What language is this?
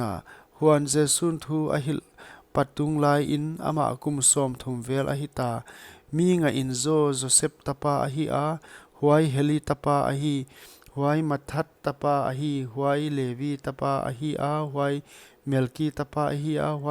Paite Chin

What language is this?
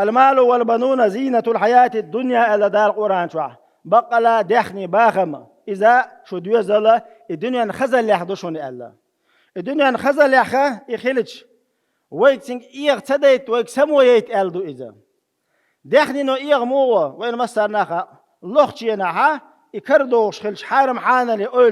Chechen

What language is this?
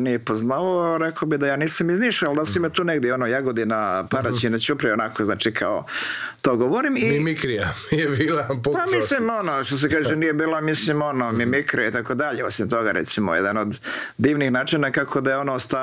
Croatian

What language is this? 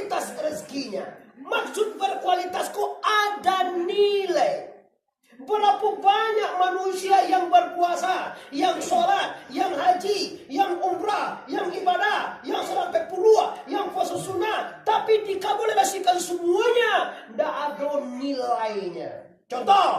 Minangkabau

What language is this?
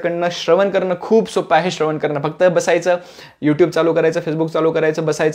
Marathi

